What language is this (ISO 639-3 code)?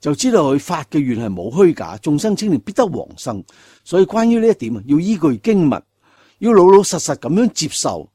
yue